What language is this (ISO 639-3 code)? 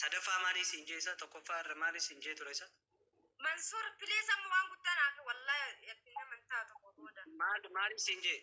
orm